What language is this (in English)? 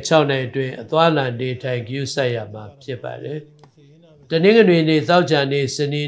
Burmese